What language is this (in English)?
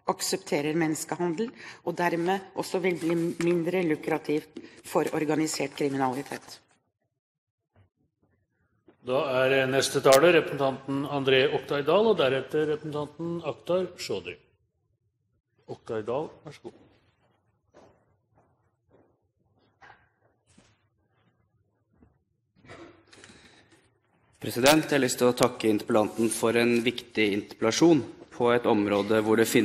Norwegian